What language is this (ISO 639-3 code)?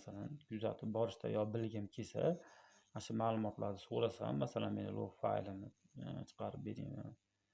uzb